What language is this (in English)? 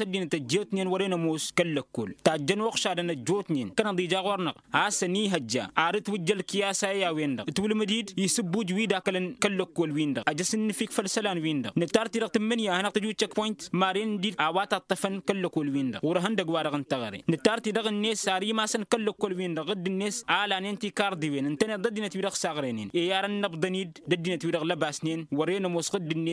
Tamasheq